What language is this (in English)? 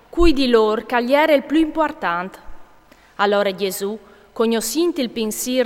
Friulian